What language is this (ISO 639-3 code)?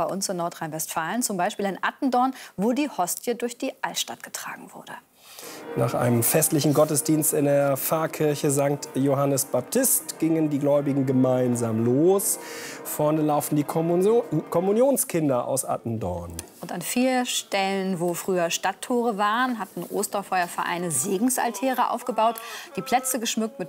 deu